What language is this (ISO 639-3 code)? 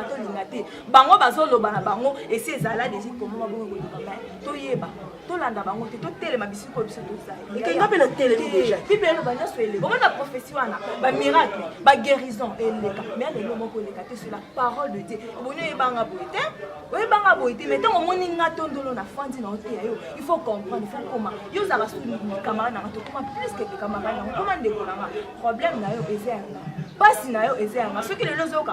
lin